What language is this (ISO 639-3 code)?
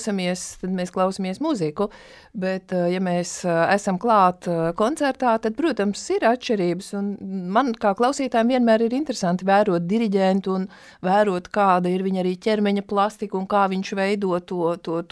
lav